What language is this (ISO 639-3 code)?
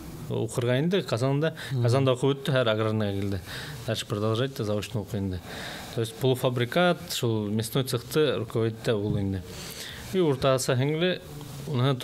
bak